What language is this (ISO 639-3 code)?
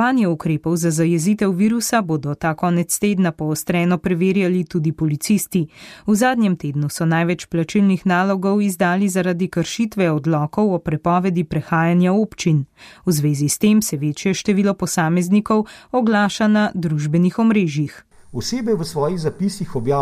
slv